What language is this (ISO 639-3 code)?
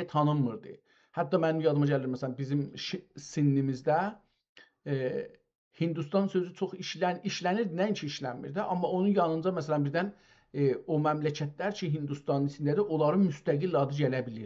azb